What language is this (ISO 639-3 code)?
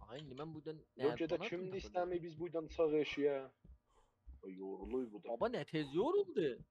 azb